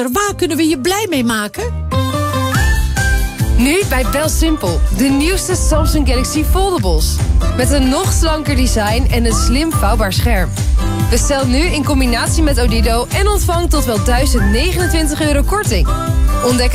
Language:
Dutch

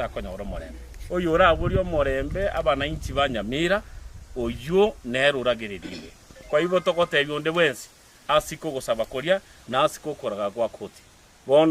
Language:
Gusii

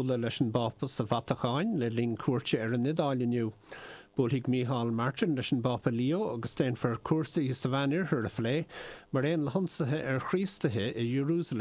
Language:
Irish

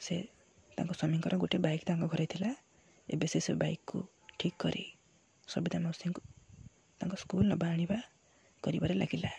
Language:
Odia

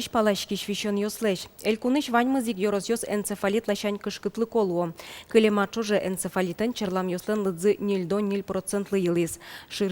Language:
Udmurt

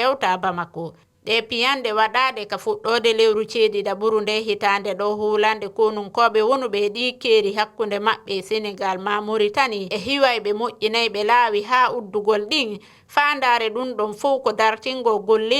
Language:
Fula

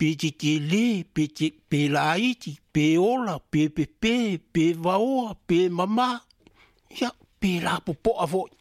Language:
Samoan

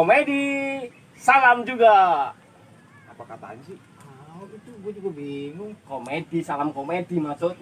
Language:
Betawi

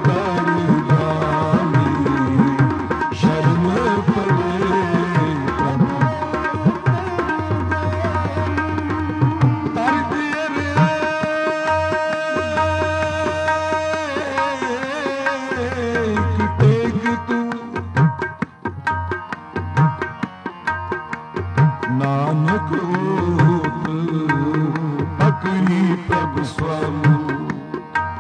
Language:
Punjabi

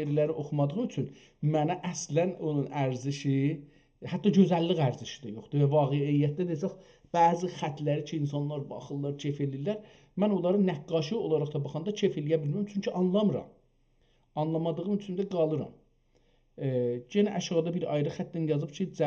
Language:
South Azerbaijani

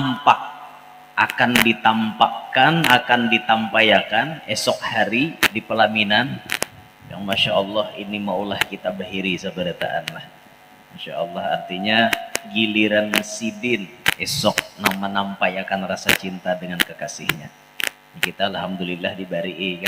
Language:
Banjar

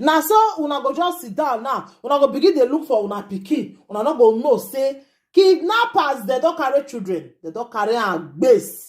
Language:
Nigerian Pidgin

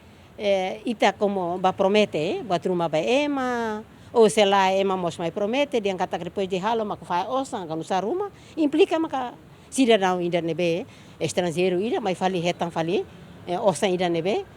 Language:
Tetum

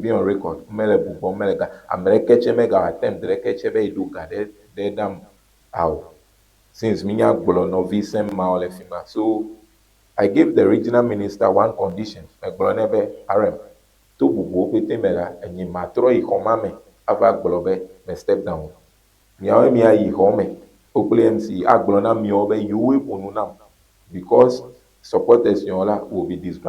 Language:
Ewe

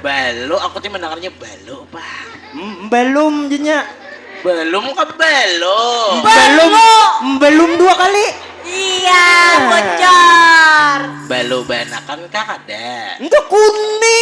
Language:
Banjar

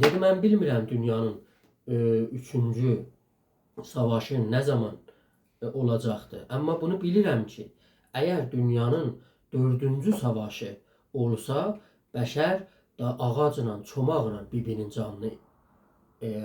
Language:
South Azerbaijani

